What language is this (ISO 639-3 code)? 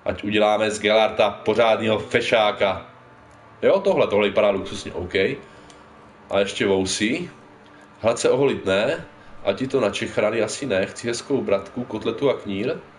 ces